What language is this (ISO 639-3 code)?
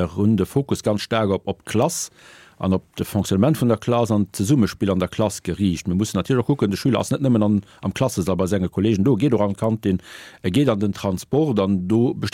ltz